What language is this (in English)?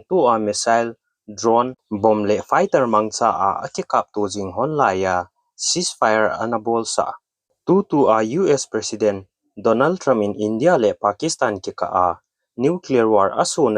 Thado Chin